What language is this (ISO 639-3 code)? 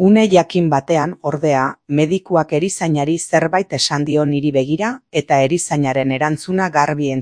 eus